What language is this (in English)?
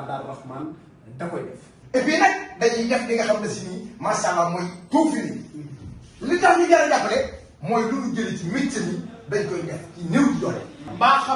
Wolof